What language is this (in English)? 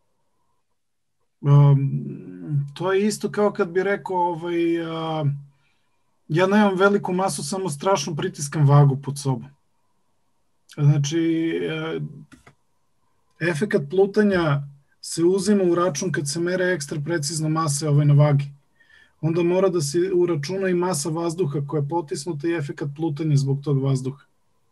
Serbian